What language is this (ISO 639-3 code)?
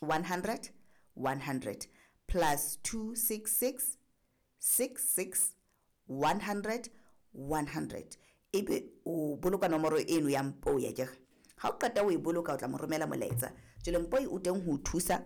sot